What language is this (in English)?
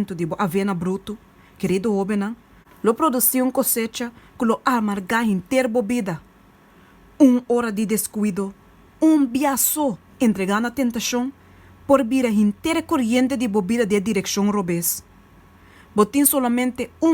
Papiamento